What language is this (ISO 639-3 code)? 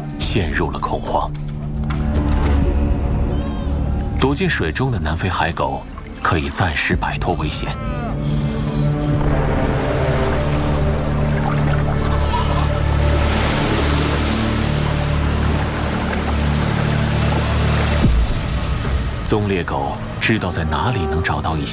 zho